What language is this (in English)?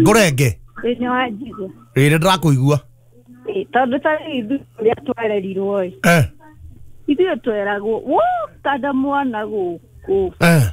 Kikuyu